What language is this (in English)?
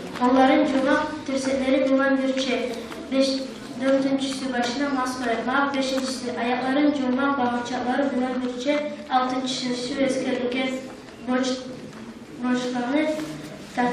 Kumyk